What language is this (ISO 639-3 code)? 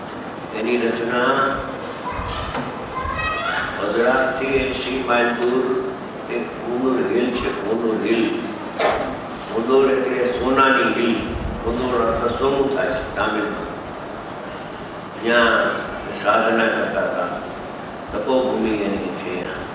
guj